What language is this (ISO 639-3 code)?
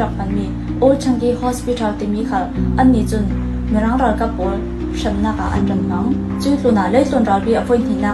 cfm